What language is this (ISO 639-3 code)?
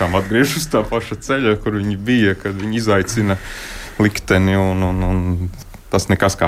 lav